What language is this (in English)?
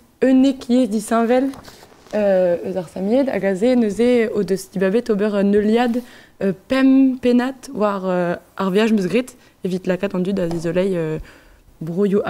Breton